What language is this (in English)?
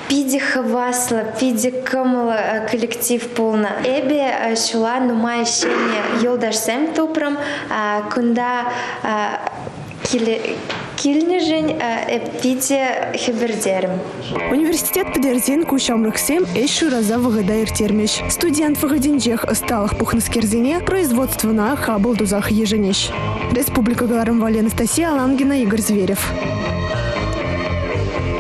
Chuvash